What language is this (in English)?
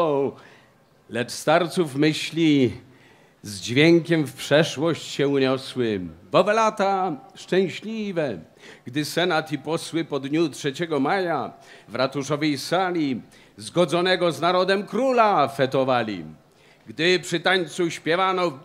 Polish